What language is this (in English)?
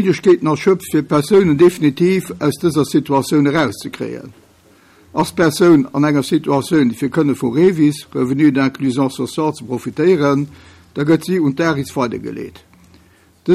Luxembourgish